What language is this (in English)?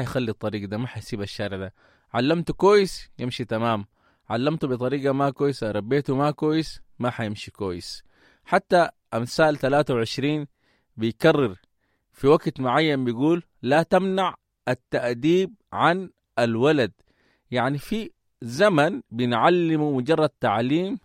Sudanese Arabic